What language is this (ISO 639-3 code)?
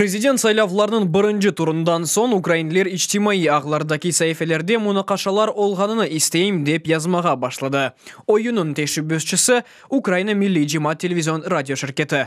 crh